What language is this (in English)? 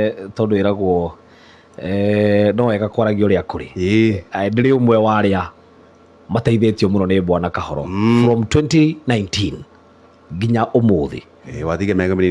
Kikuyu